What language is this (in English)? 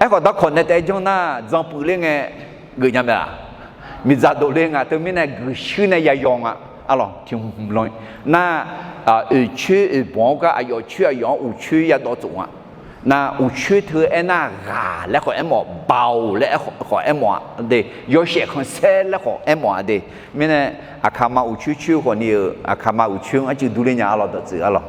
Akha